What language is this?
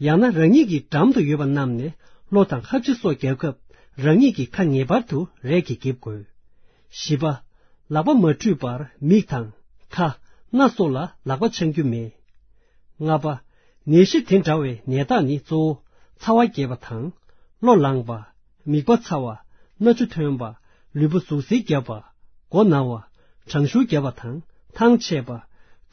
Tibetan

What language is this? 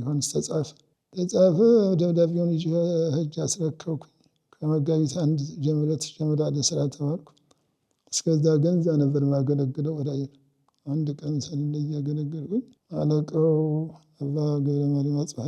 Amharic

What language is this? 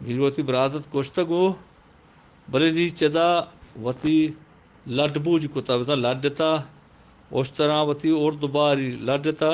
Eastern Balochi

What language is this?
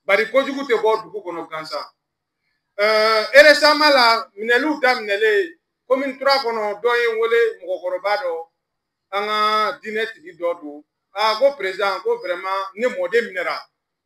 Bambara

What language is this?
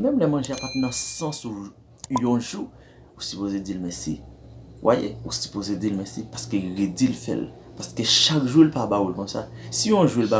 Haitian Creole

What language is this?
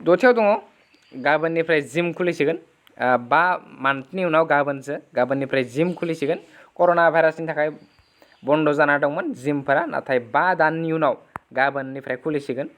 Bodo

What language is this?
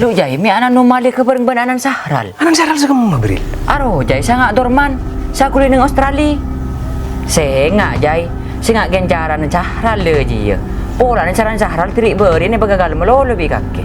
Madurese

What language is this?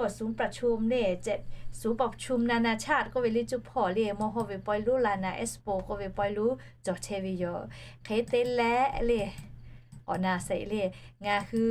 Lahu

